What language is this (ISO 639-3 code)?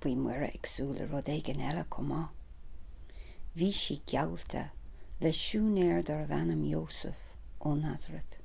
gle